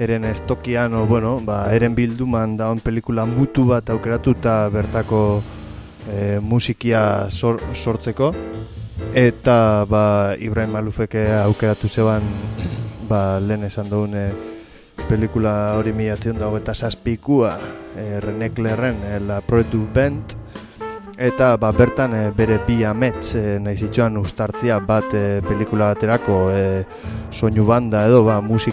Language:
Basque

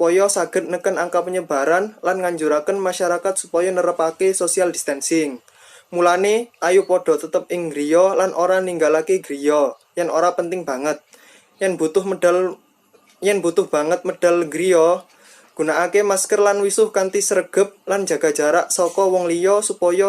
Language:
Javanese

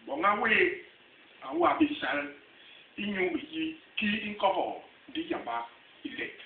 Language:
Basaa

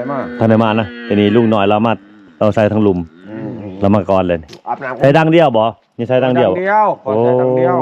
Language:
Lao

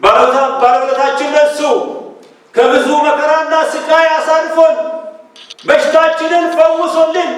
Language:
Amharic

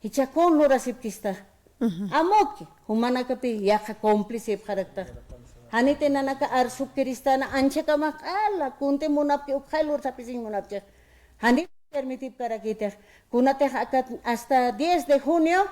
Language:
Aymara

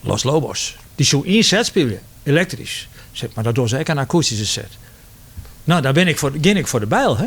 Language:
Western Frisian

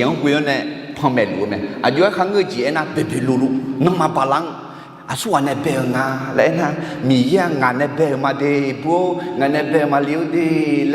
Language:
Akha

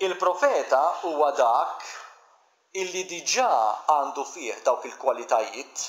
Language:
Maltese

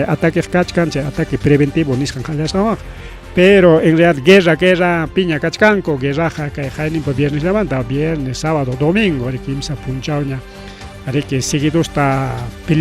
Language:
Ayacucho Quechua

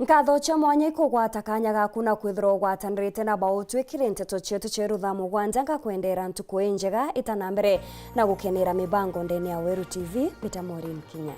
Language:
Meru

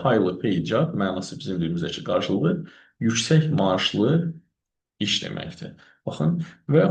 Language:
Azerbaijani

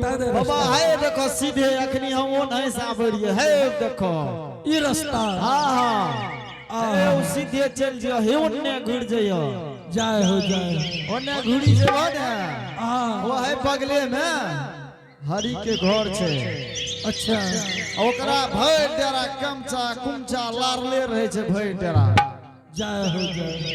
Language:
Angika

